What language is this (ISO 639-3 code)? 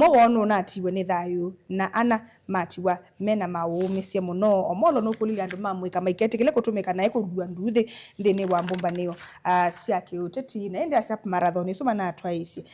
kam